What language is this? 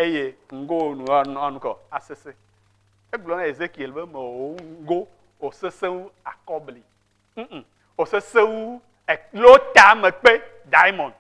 Ewe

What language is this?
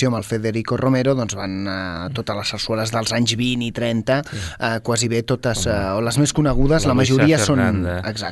Catalan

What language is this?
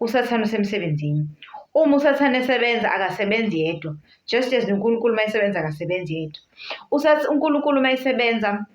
Zulu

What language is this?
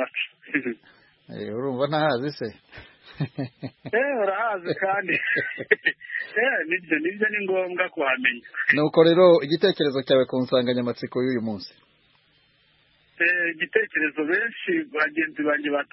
Kinyarwanda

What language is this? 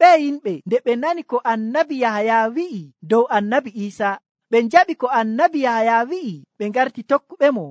Nigerian Fulfulde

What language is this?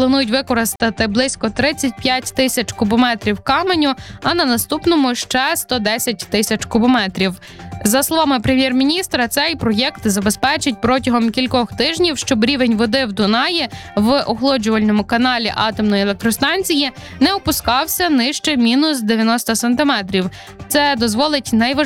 Ukrainian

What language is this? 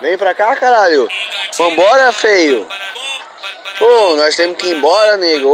Portuguese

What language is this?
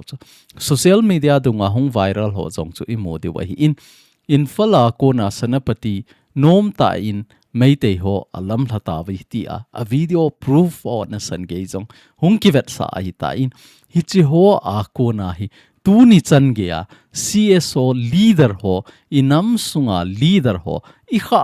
Thado Chin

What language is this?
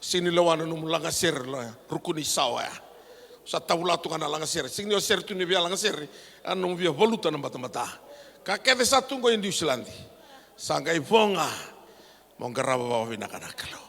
Fijian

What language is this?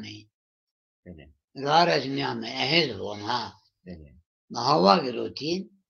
Zaza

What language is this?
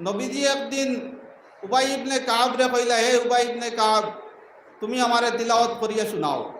Sylheti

